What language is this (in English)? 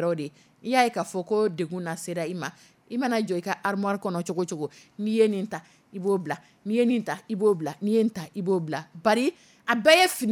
Dyula